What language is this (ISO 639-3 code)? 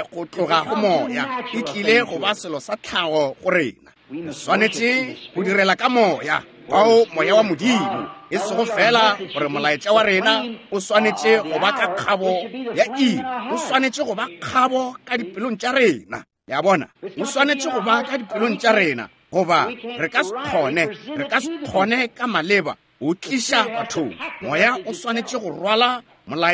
nso